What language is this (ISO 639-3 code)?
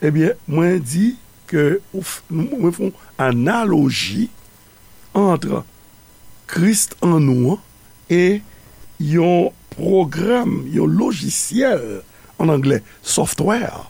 hat